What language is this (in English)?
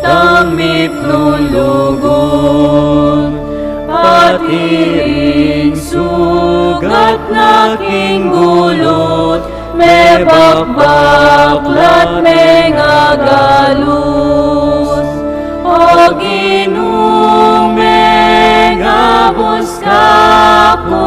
Pampanga